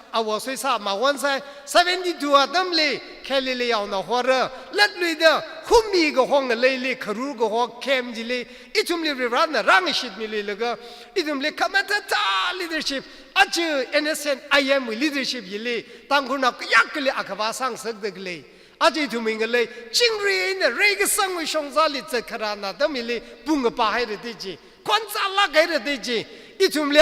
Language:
Tangkhul Naga (India)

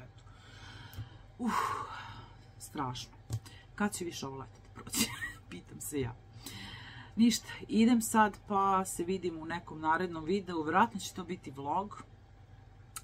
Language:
Serbian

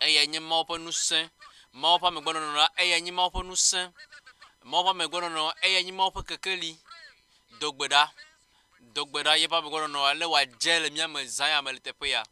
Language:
Ewe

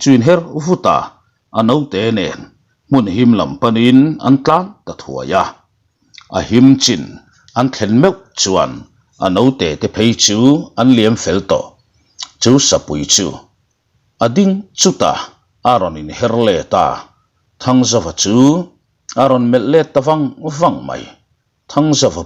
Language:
Mizo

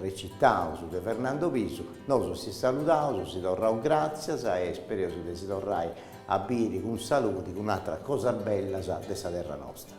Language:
Sardinian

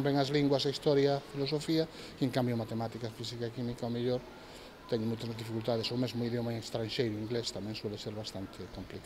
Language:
Galician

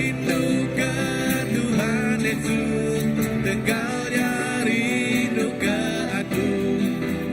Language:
Iban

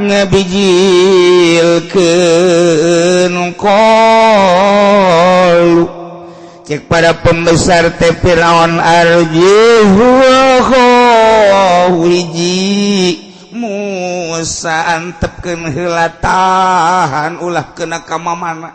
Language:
Sundanese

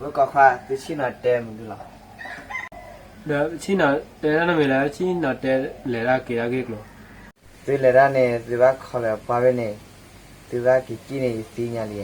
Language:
S'gaw Karen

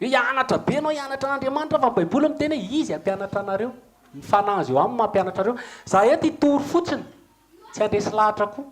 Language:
Malagasy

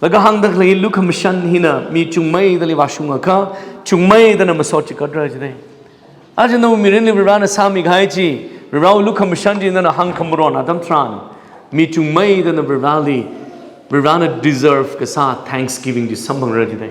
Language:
Tangkhul Naga (India)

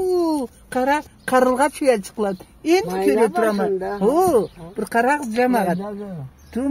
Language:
Karachay-Balkar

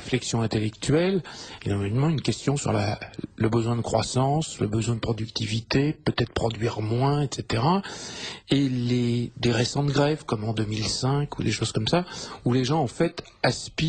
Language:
French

